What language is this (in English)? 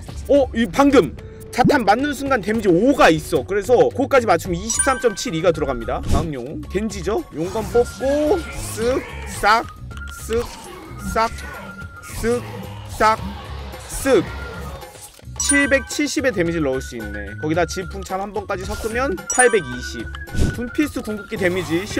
Korean